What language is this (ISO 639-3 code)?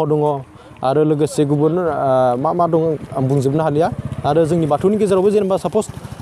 brx